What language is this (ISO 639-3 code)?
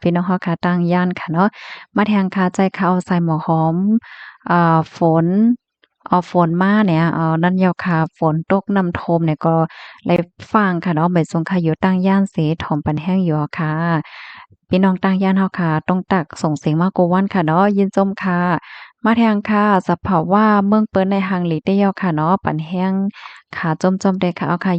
shn